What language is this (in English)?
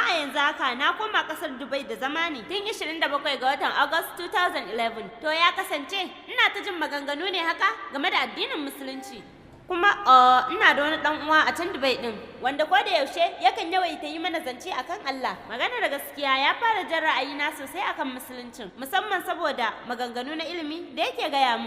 Hausa